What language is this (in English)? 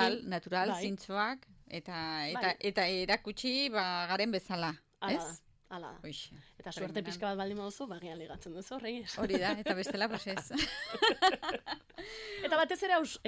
Basque